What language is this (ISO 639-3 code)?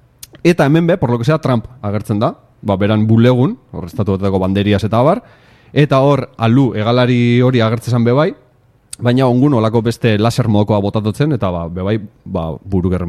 eus